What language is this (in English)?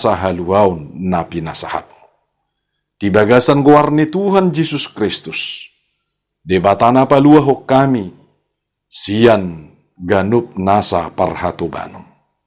Batak Toba